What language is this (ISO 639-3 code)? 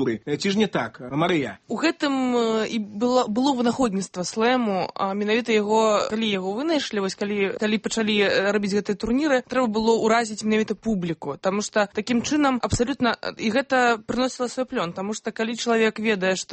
bel